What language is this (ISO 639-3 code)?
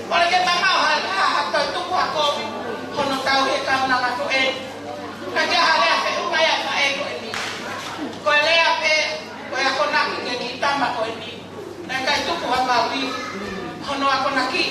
ton